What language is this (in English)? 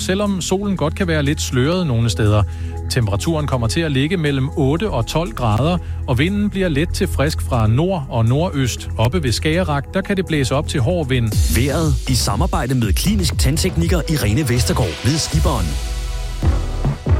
Danish